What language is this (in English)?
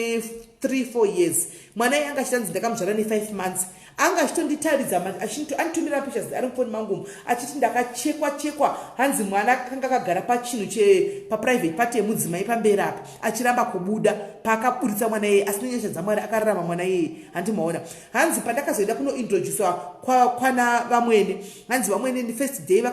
Shona